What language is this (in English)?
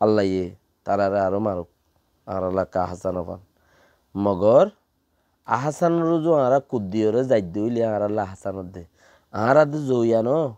Rohingya